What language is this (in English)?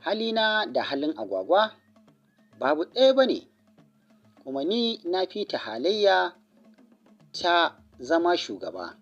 Hausa